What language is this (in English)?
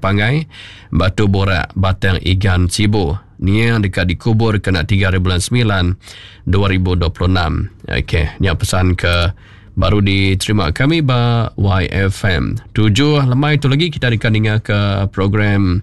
Iban